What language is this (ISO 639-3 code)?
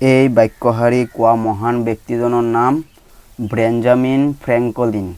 asm